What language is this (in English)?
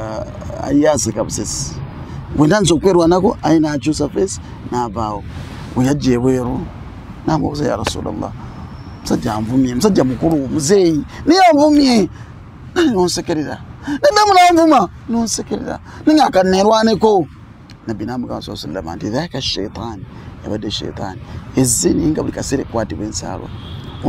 Ganda